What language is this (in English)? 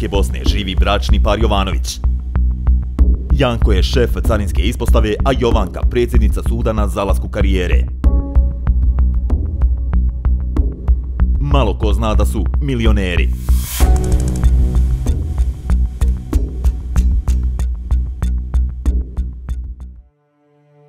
Bosnian